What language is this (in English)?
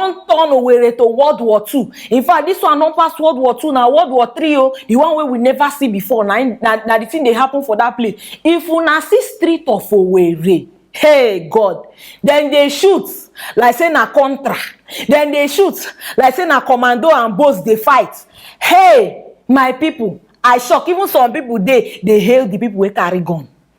Nigerian Pidgin